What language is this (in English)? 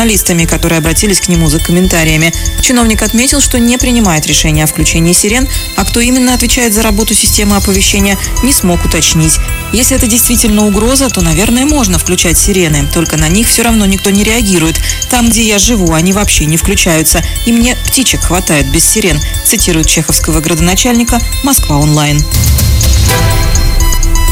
Russian